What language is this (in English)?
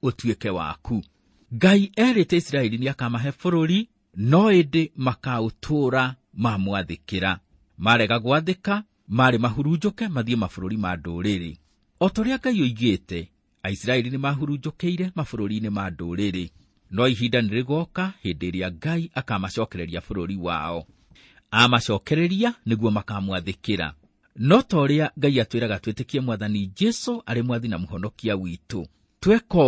Kikuyu